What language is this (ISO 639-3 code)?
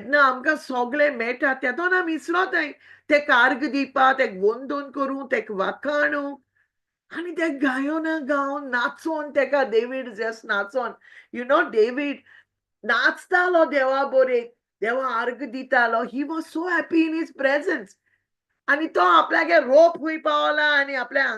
kok